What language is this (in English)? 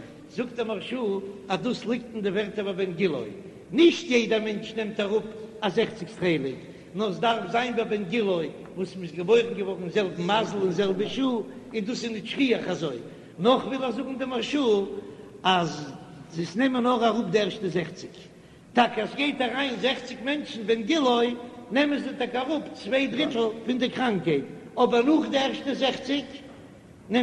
Yiddish